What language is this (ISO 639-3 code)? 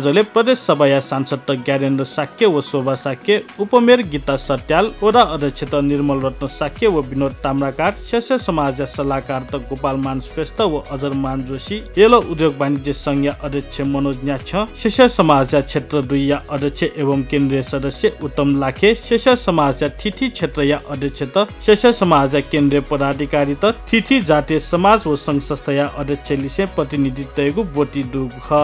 new